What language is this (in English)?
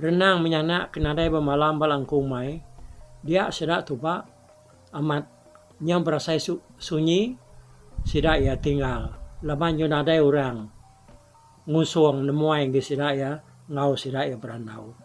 Iban